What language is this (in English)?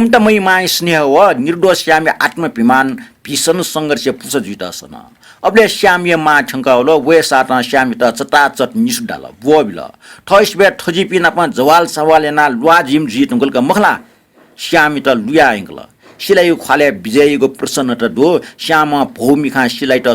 Newari